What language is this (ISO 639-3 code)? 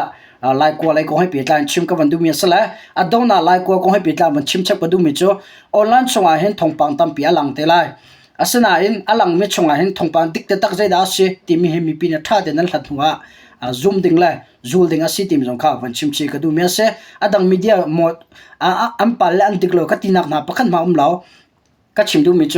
cnh